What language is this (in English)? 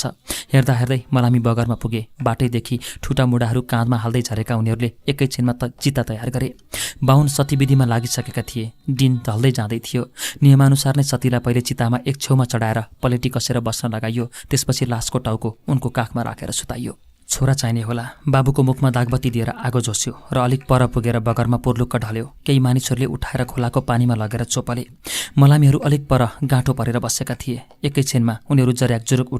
Nepali